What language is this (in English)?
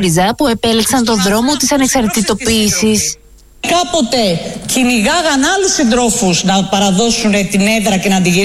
Greek